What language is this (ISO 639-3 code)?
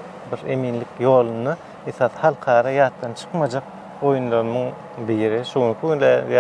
tuk